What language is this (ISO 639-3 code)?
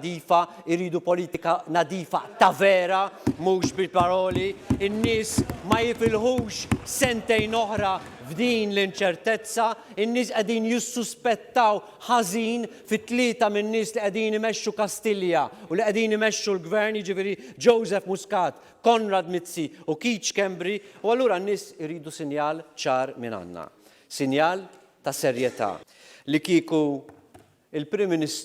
mlt